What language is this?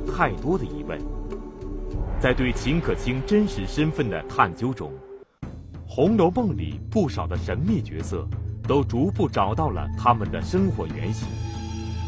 Chinese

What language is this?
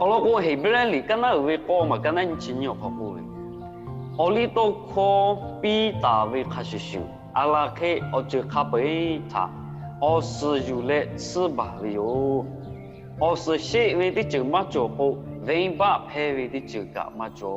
Lahu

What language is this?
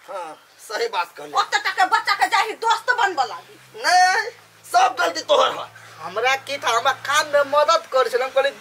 Maithili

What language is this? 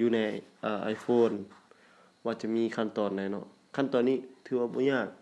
Lao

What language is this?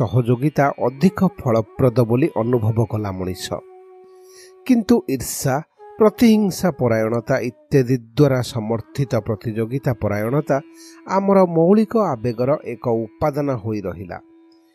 Odia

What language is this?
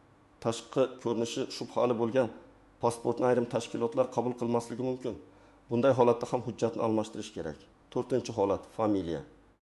Uzbek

